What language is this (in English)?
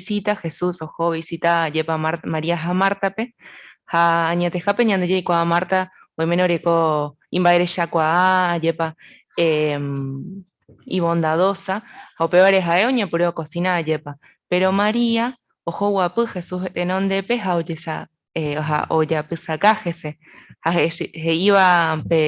Guarani